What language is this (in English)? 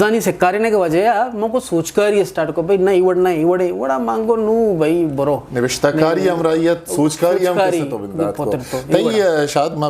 Eastern Balochi